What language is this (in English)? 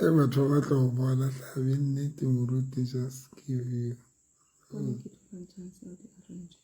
Southern Sotho